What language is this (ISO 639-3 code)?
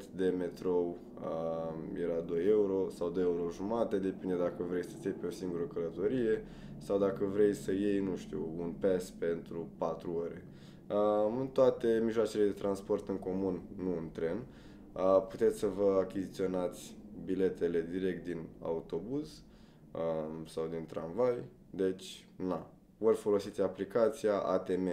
ron